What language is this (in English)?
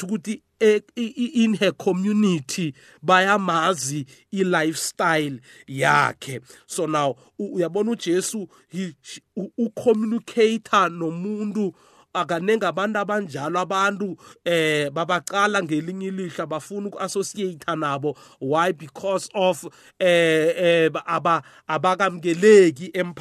South Ndebele